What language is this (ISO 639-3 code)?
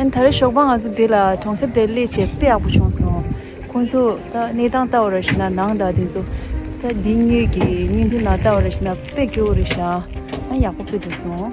bod